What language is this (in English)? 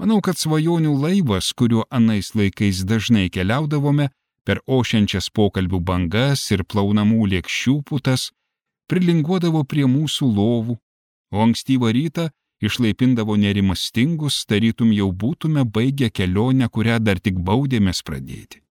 Lithuanian